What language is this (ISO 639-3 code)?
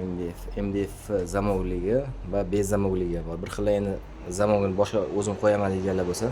uzb